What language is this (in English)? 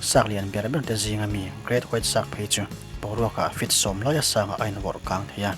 Mizo